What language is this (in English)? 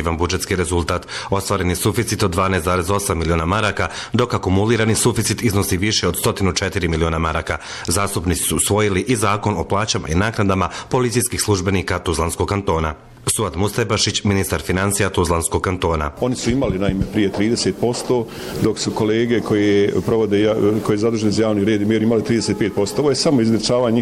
Bosnian